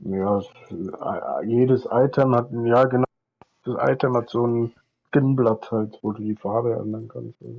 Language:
Bavarian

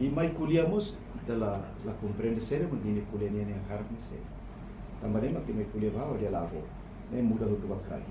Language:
Tetum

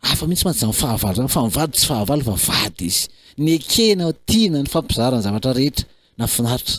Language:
Malagasy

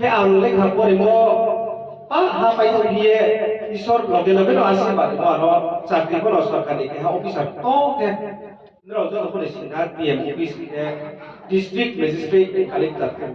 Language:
Riang (India)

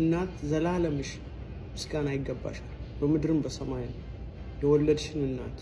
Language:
Amharic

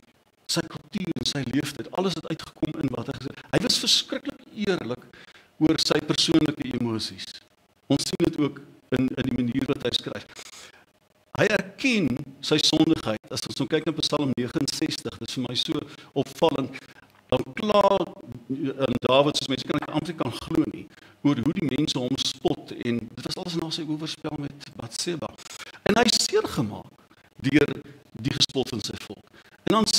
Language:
Afrikaans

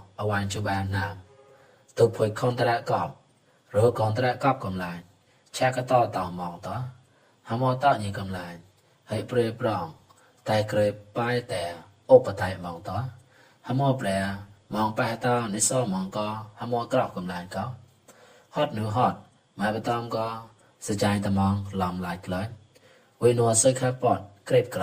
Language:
Mon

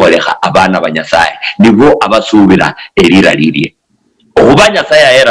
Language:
Luyia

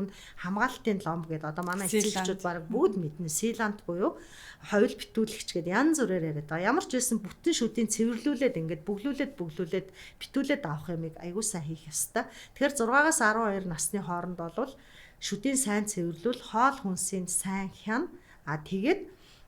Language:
Mongolian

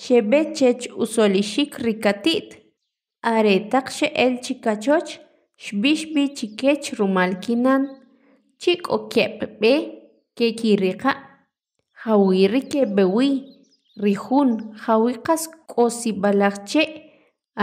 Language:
Kʼicheʼ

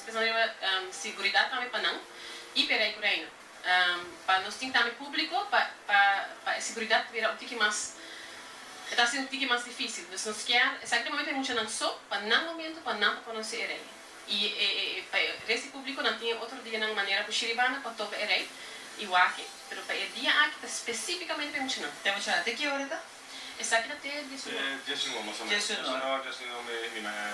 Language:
Papiamento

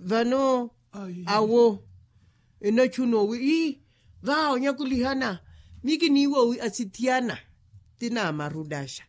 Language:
Makhuwa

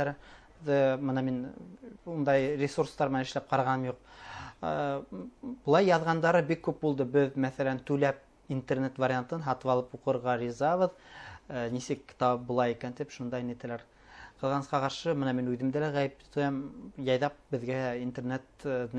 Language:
Bashkir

